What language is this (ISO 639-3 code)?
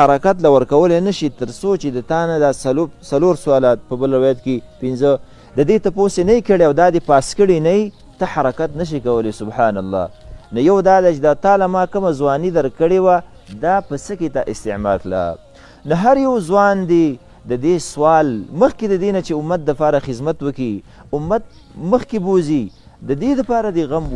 pus